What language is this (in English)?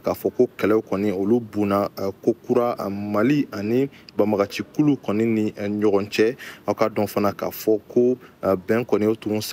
Bambara